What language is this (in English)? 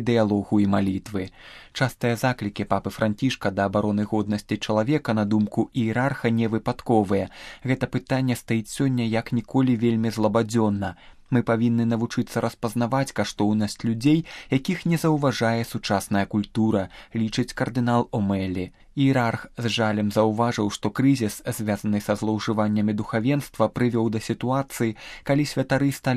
Belarusian